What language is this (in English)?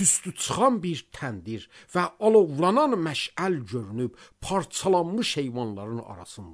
Azerbaijani